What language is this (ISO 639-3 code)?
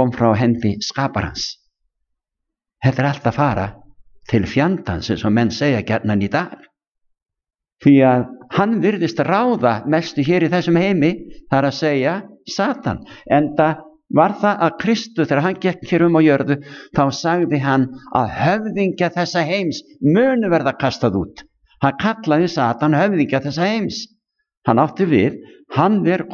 isl